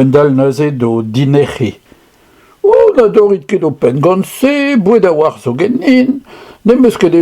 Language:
Breton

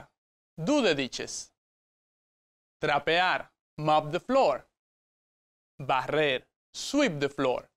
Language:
Spanish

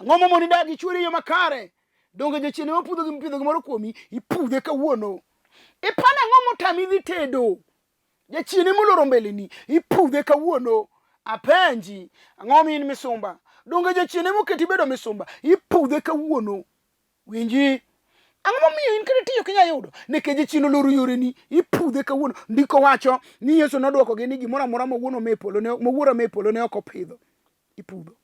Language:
Luo (Kenya and Tanzania)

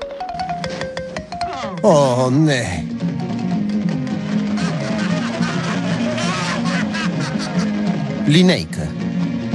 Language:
Bulgarian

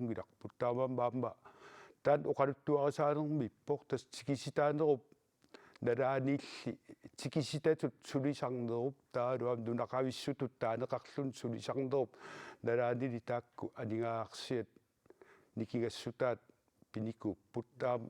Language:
Kalaallisut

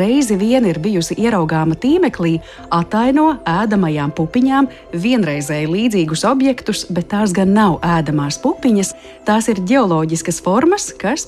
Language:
Latvian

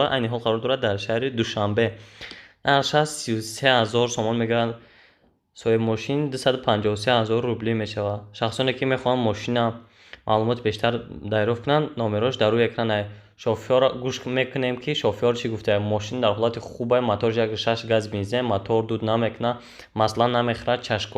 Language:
Tajik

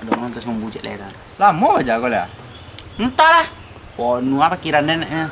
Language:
Minangkabau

